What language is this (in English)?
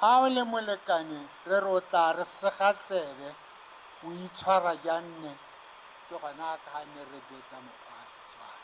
Tswana